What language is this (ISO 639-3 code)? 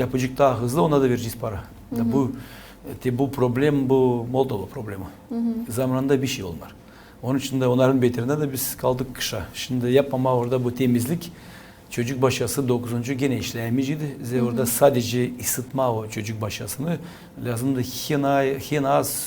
gag